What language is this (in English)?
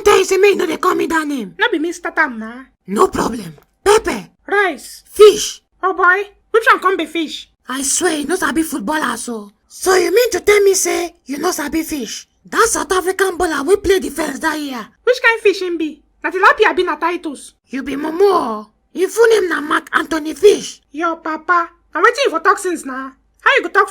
Nigerian Pidgin